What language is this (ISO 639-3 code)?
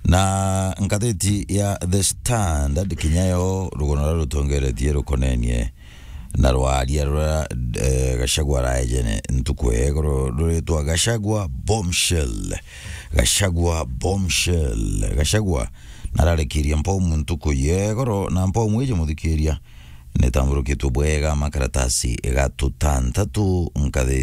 mer